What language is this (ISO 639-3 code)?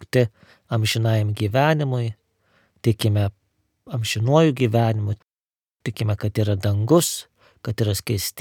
lit